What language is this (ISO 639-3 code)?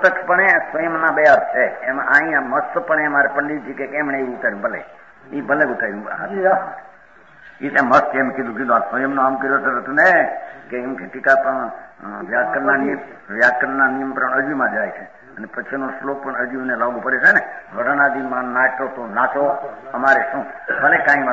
guj